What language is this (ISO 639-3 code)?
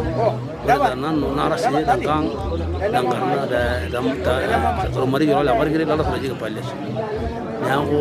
mas